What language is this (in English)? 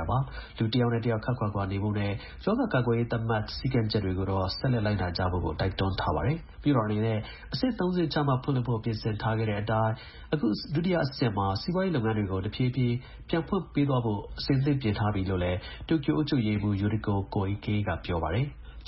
Burmese